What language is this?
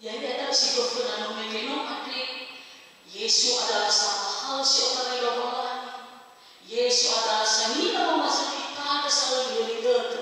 Nias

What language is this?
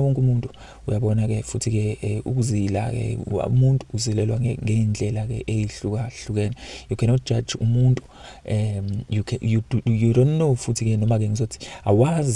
Zulu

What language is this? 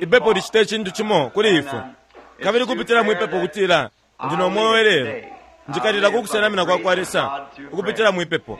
Bemba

